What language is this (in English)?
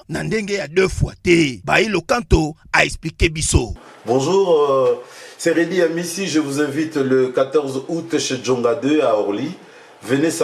Lingala